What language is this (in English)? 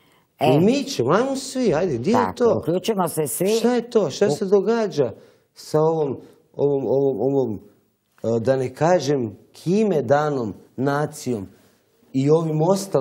Croatian